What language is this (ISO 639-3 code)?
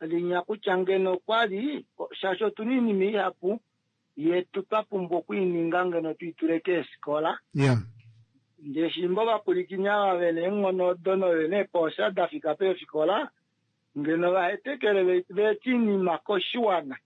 kua